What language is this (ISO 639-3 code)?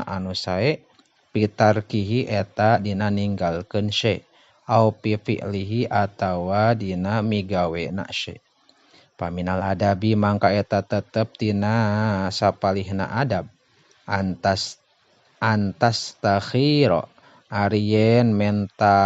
sun